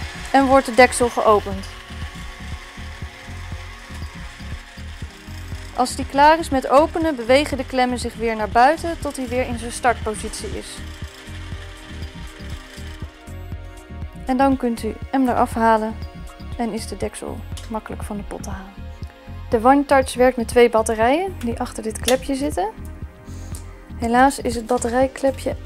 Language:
Dutch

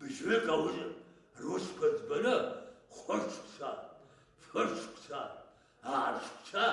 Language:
Abkhazian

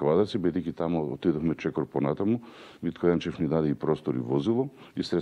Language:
Macedonian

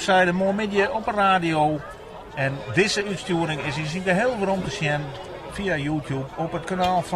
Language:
Western Frisian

